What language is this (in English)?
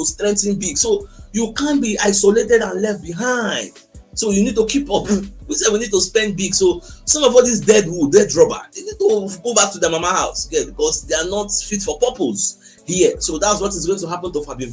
Nigerian Pidgin